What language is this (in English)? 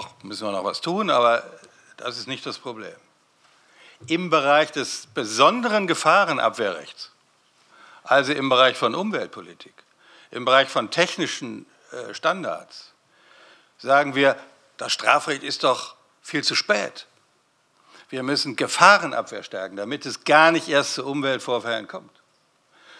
German